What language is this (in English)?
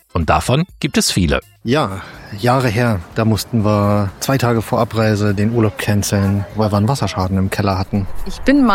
German